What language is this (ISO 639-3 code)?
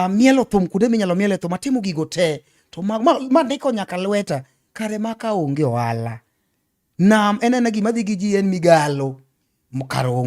luo